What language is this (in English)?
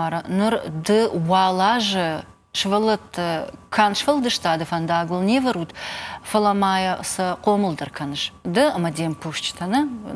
Ossetic